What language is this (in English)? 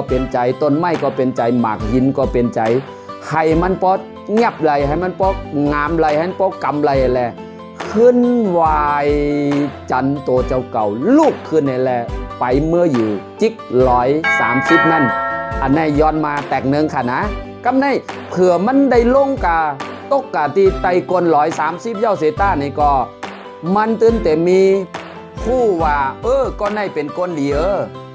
Shan